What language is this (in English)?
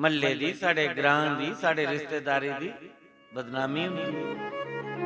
Dogri